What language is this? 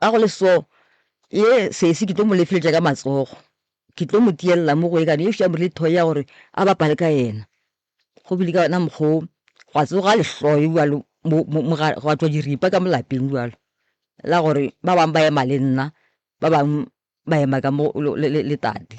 Northern Sotho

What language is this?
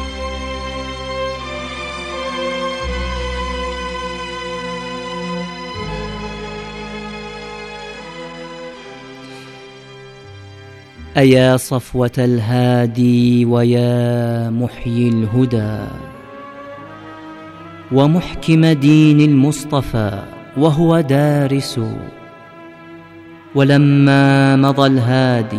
Arabic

